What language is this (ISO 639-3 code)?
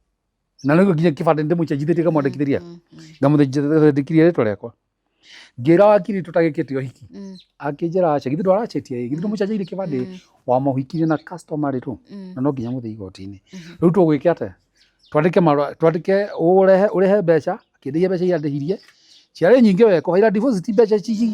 kik